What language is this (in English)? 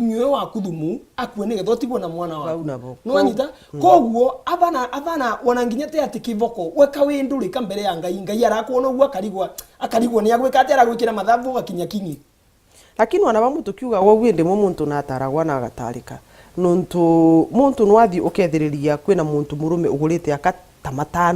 Meru